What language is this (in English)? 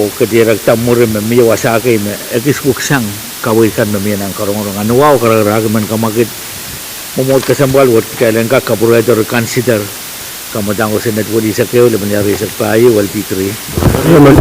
Pohnpeian